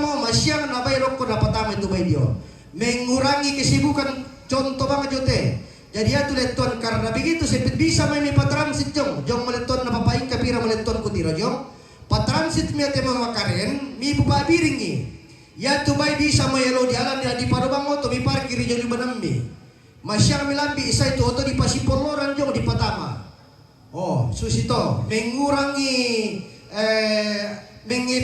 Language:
Toraja-Sa'dan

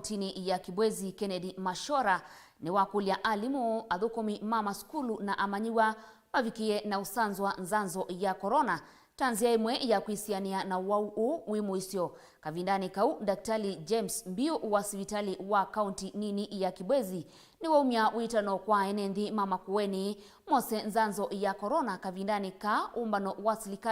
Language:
Kamba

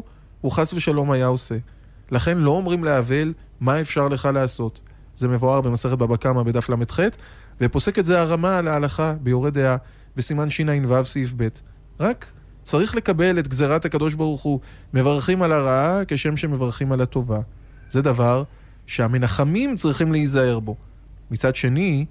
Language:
Hebrew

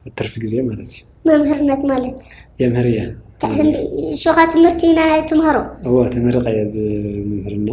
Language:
Tigrinya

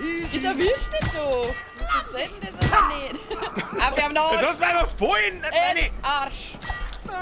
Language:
Bavarian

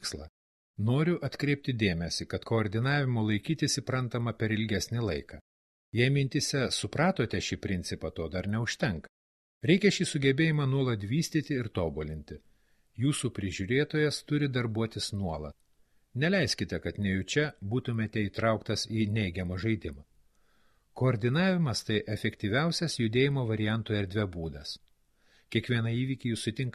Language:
Lithuanian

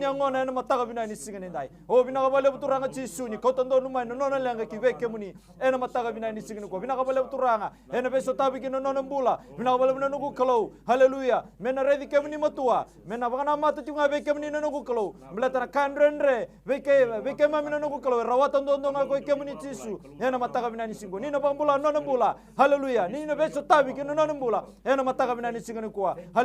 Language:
Fijian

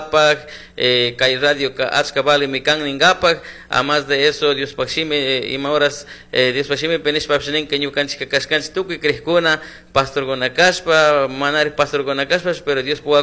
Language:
Chimborazo Highland Quichua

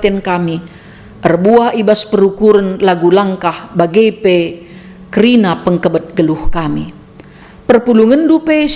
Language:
Batak Karo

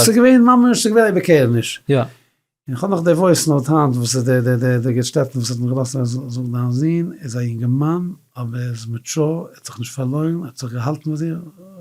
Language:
Yiddish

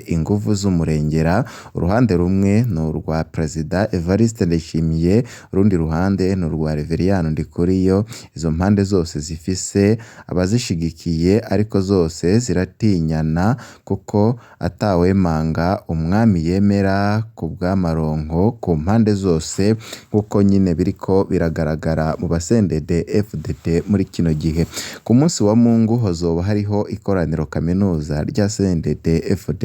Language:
Rundi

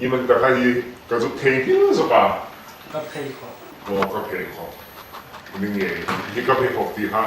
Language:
Hmar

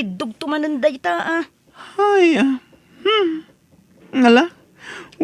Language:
Iloko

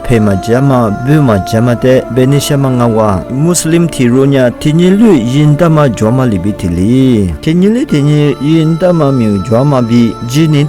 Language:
Lisu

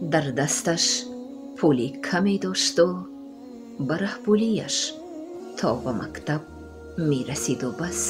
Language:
Tajik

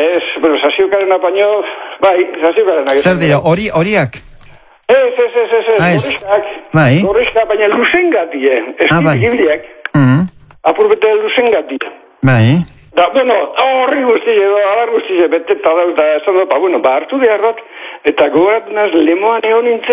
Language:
Basque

